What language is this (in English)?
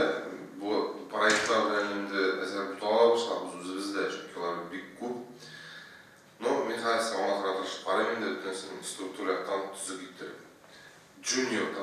Tatar